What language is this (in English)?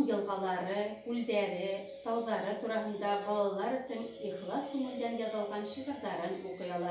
Bashkir